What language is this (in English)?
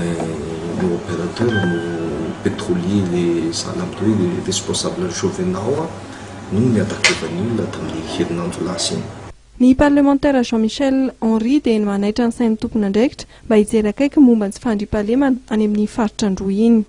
Malagasy